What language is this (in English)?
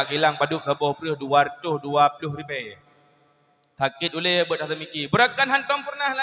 Achinese